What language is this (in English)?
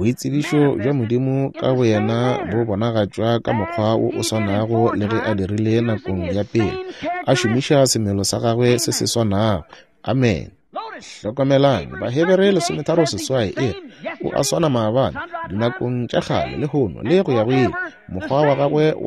Northern Sotho